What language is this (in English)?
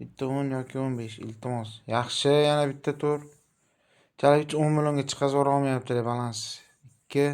Uzbek